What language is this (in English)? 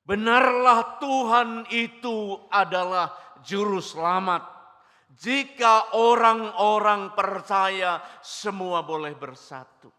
Batak Toba